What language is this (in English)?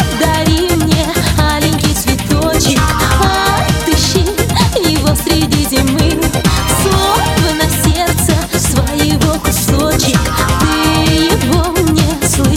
Russian